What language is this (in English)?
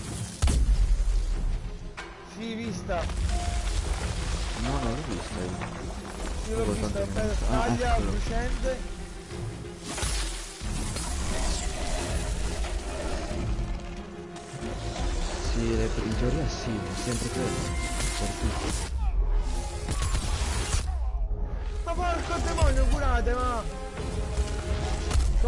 Italian